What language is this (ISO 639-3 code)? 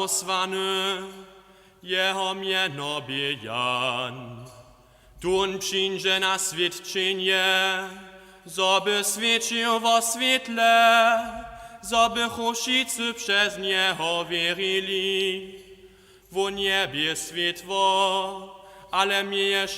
hsb